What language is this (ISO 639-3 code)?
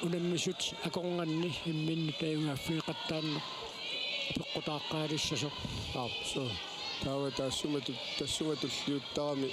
kal